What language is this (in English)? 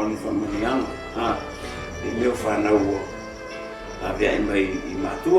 Samoan